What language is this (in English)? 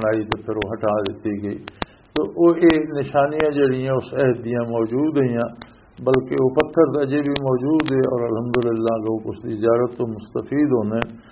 Western Panjabi